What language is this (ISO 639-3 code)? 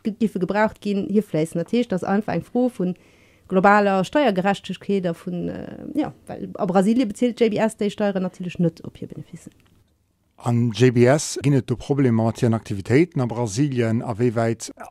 ltz